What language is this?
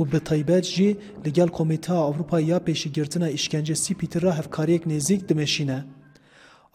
Kurdish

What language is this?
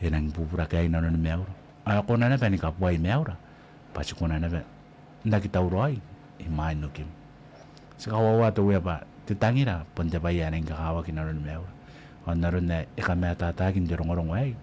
Gilbertese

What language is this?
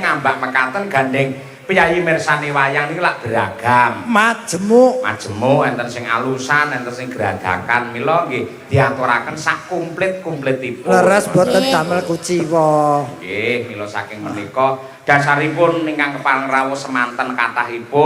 Javanese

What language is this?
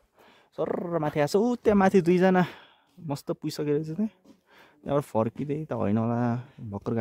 Nepali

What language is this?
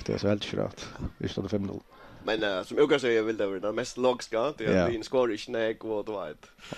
Faroese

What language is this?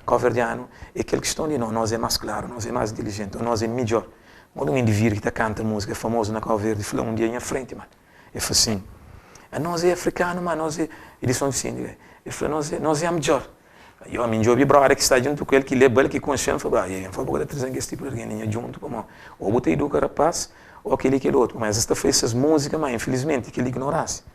Kabuverdianu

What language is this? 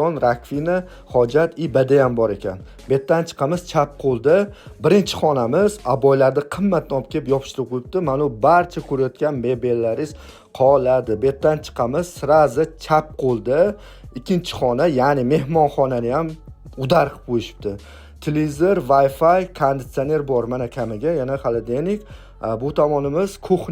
Uzbek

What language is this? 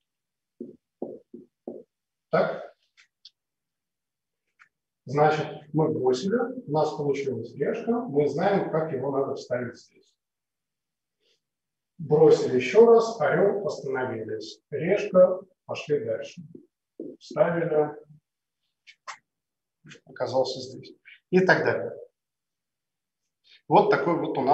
Russian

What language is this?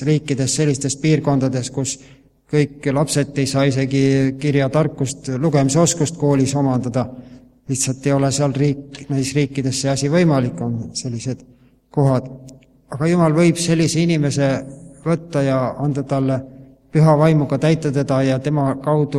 Estonian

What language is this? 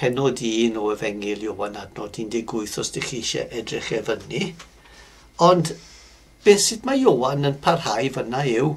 Welsh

